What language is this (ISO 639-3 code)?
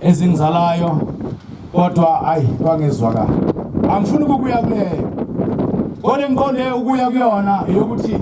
zul